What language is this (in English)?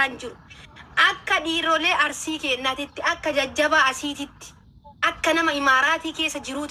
Oromo